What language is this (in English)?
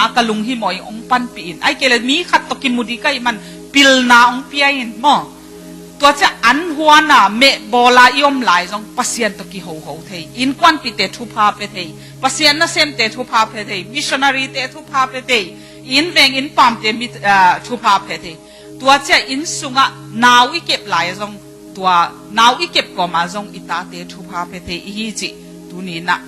Tedim Chin